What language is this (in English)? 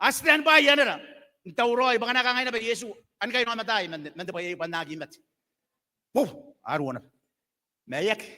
Gilbertese